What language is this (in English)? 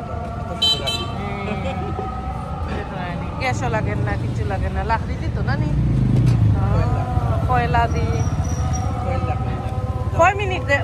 Sylheti